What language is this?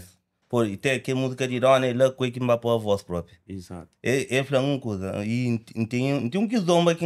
Kabuverdianu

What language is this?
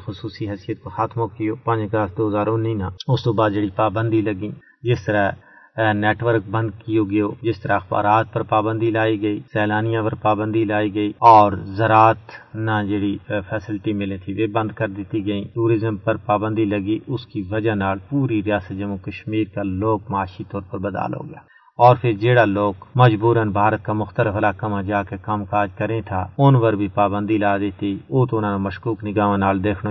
Gujari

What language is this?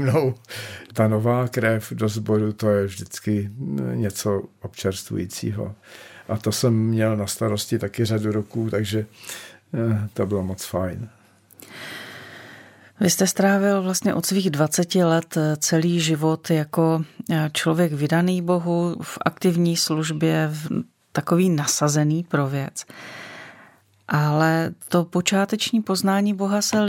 Czech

